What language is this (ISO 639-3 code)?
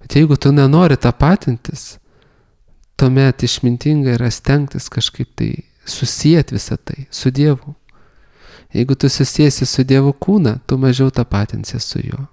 lit